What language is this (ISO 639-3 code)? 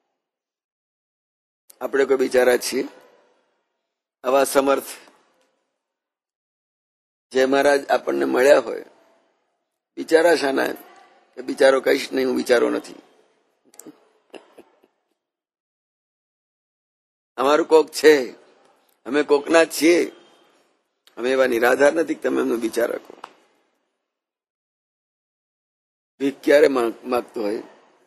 guj